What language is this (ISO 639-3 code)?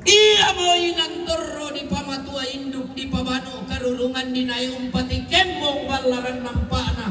sda